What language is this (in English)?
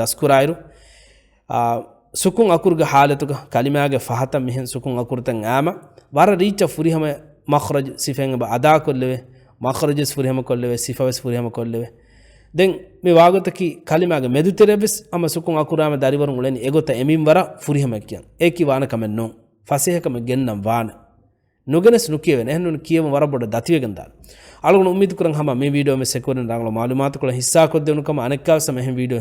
Divehi